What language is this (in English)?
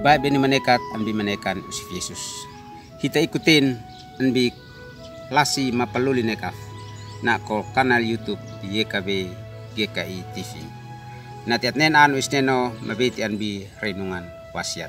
Uab Meto